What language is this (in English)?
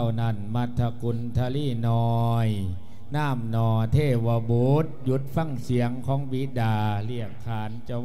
Lao